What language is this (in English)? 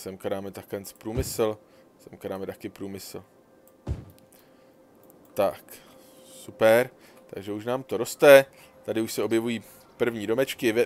Czech